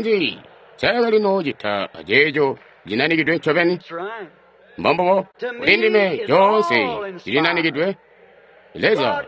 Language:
Tonga (Zambia)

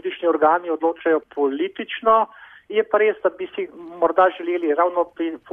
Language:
Slovenian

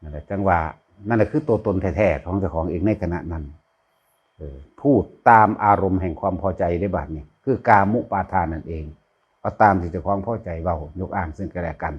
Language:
Northeastern Thai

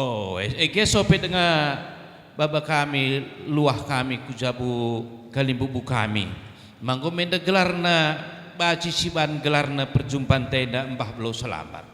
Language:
Batak Karo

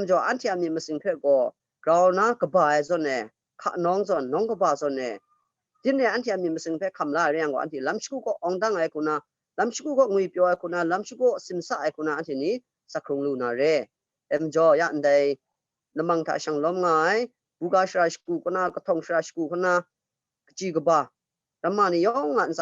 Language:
Kachin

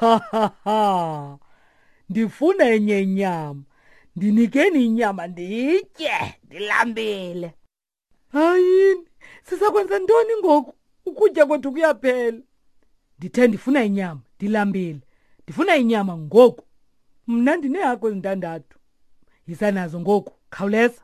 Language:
Xhosa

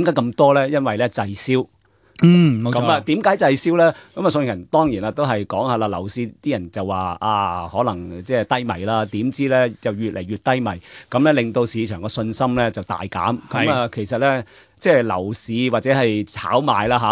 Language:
Cantonese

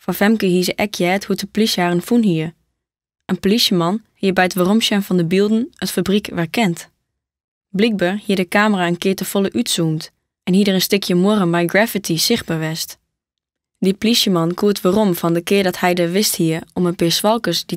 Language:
Western Frisian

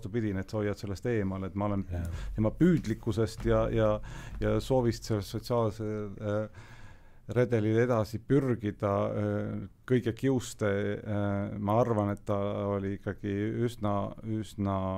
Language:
Estonian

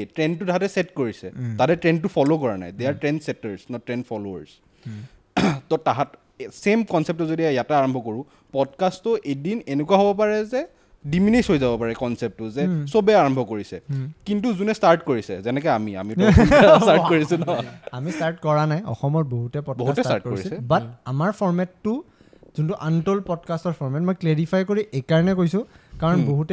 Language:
Assamese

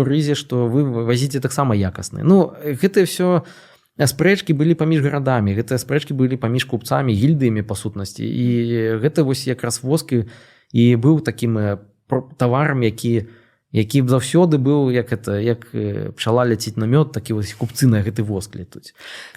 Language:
Belarusian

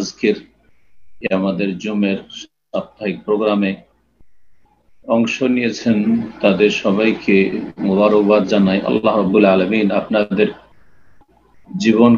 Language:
Bangla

